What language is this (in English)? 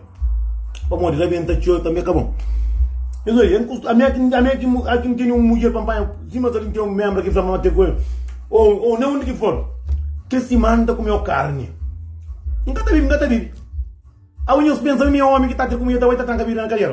Kabuverdianu